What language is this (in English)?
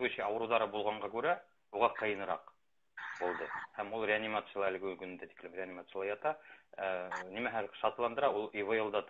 Bashkir